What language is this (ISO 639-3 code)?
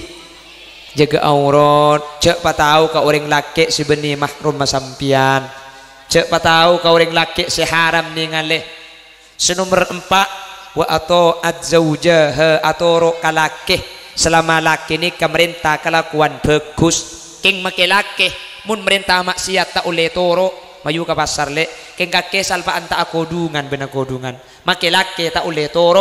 mad